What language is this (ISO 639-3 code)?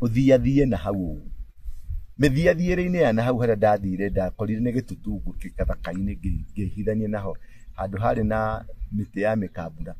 kik